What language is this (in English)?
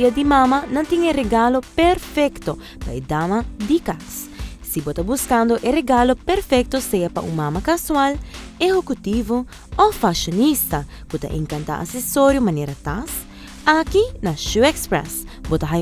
Papiamento